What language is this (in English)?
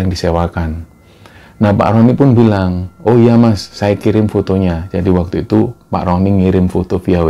Indonesian